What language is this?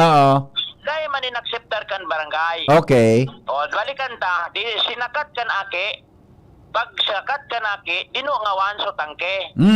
Bikol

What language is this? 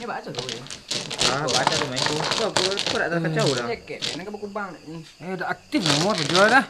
Minangkabau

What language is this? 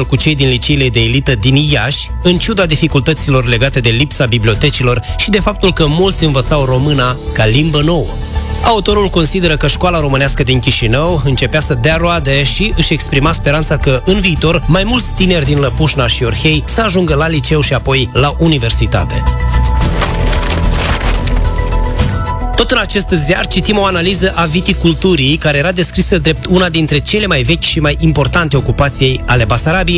Romanian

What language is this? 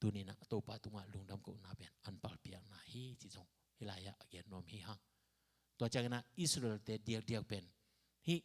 Tedim Chin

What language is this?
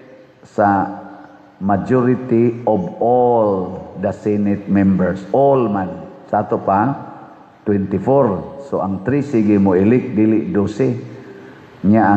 Cebuano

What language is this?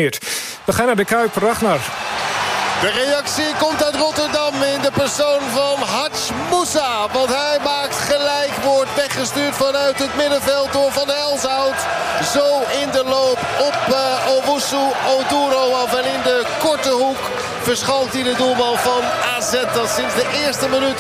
Dutch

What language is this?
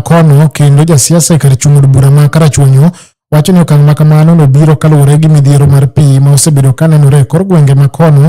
Luo (Kenya and Tanzania)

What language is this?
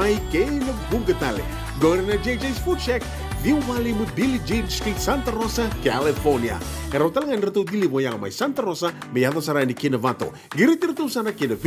Fijian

